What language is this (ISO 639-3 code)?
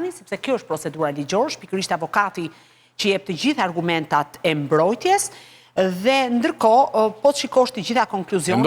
sqi